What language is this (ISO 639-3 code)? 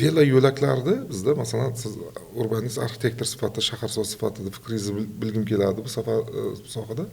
uzb